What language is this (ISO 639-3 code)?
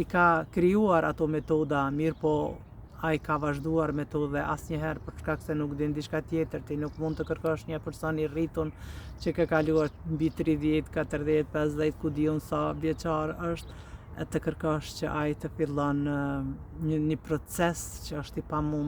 sqi